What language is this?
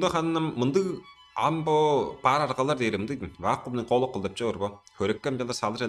Tuvinian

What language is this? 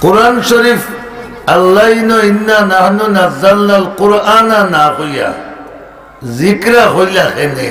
Sylheti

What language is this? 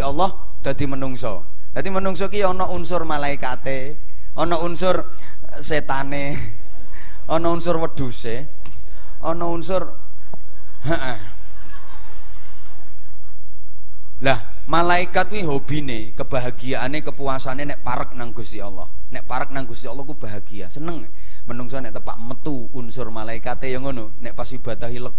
Javanese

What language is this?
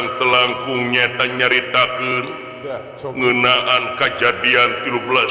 Sundanese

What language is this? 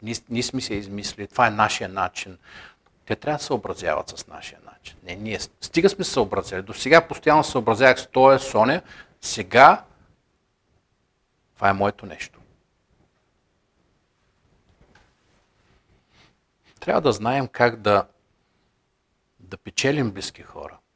Bulgarian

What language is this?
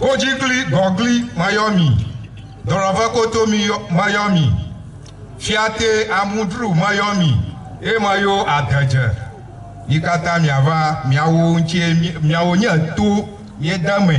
Ewe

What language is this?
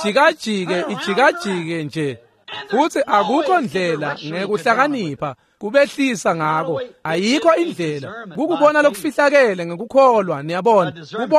Swati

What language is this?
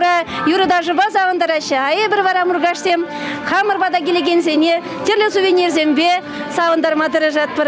Chuvash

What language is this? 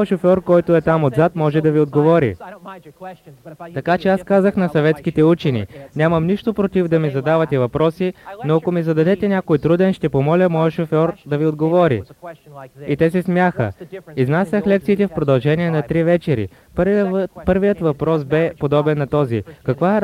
Bulgarian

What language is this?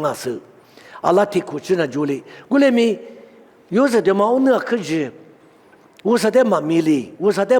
Lisu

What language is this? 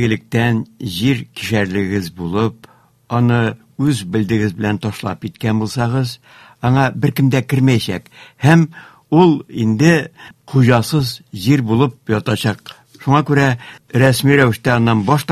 Tatar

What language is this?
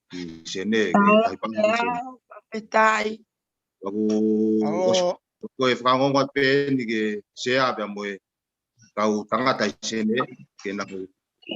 Tongan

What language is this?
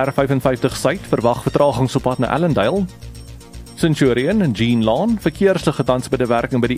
Afrikaans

